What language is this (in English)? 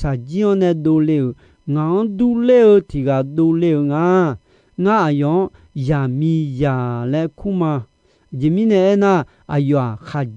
Akha